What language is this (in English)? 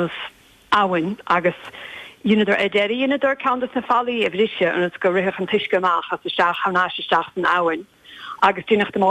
Irish